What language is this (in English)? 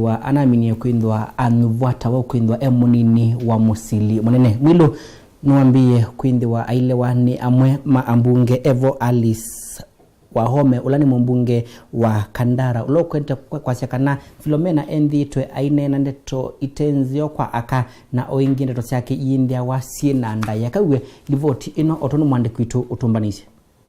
Kamba